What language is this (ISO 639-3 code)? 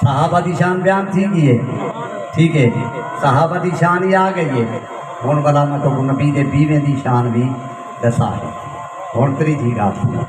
skr